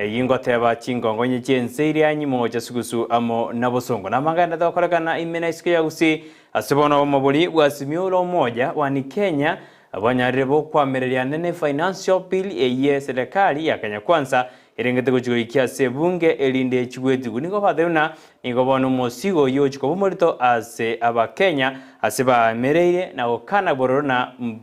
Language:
Gusii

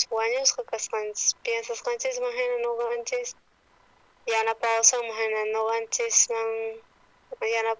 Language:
South Bolivian Quechua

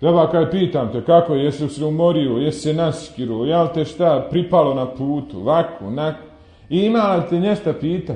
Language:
Bosnian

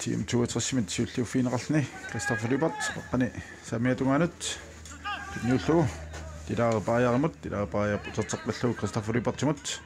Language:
Kalaallisut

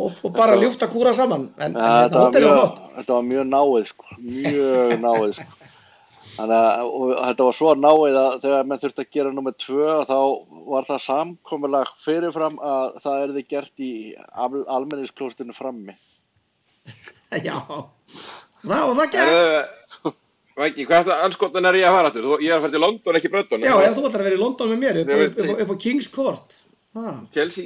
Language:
Icelandic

